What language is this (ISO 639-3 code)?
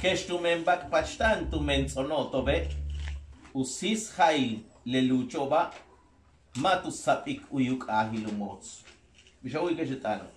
yua